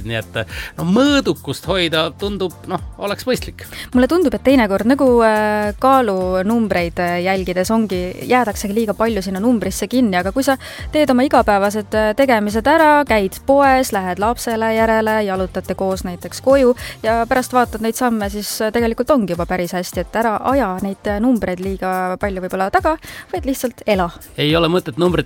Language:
Estonian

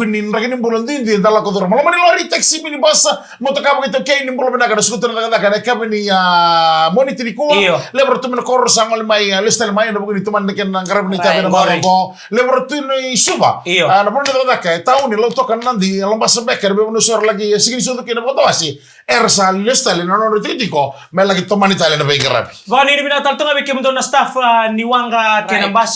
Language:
Fijian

